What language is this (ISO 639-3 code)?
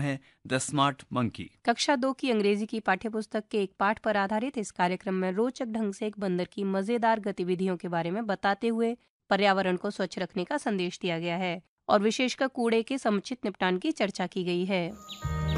hin